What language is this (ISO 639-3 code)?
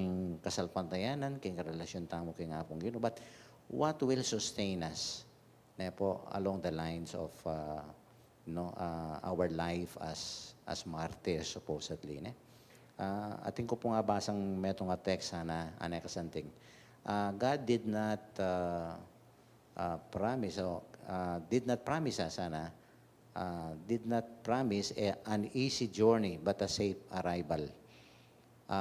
pam